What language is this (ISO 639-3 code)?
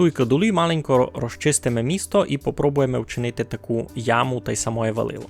rue